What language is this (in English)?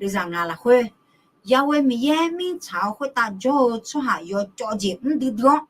Akha